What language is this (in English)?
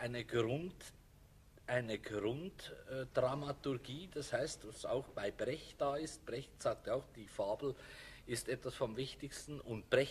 German